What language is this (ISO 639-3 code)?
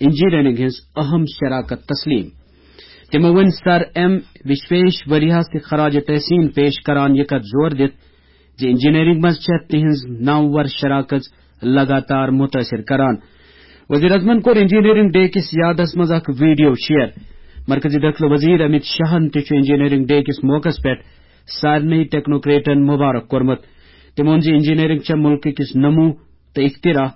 kas